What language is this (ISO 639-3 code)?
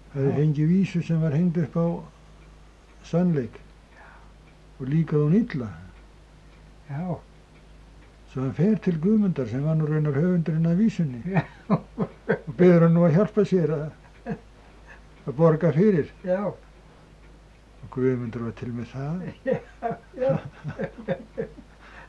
isl